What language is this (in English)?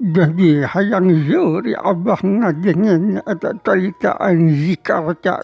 Sundanese